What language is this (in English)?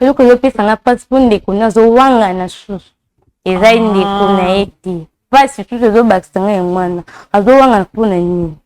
Lingala